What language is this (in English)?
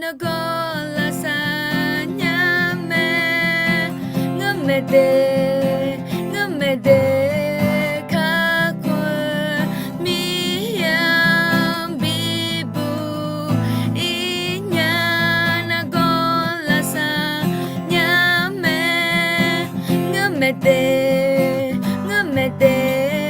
Akha